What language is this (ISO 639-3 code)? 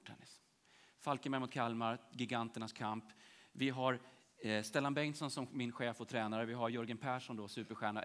swe